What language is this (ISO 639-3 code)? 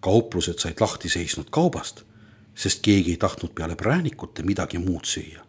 est